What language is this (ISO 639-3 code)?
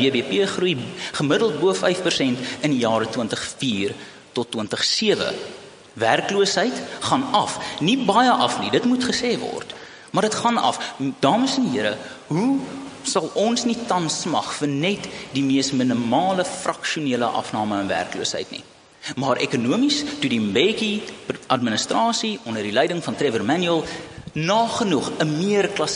afr